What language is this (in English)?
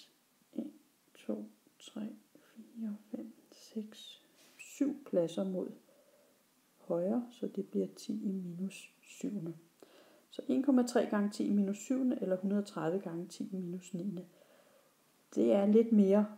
Danish